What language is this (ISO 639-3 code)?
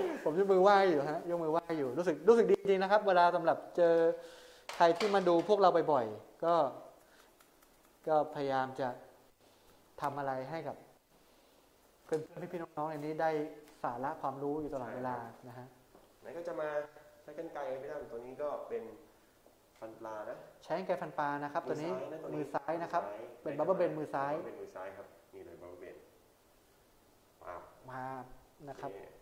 tha